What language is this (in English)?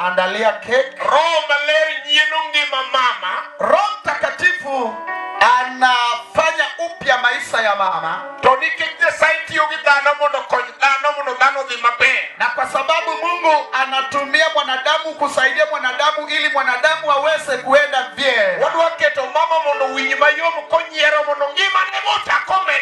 Luo (Kenya and Tanzania)